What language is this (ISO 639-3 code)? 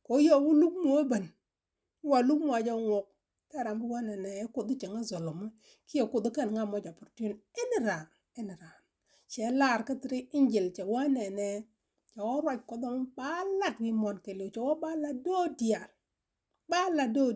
nus